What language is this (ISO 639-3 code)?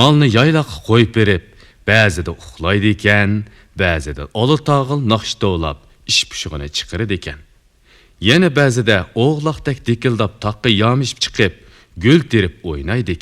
uig